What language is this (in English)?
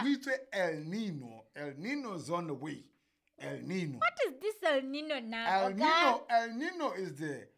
Southern Sotho